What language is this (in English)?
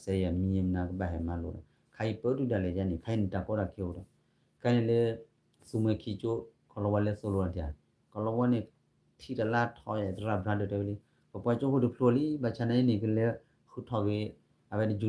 S'gaw Karen